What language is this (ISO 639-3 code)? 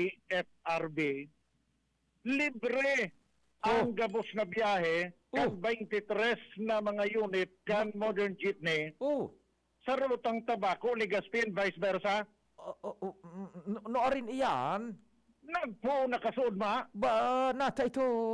bik